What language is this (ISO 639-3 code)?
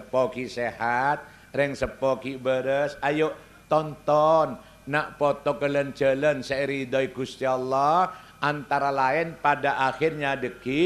mad